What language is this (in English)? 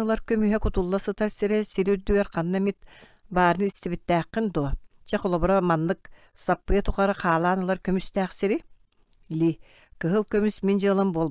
Yakut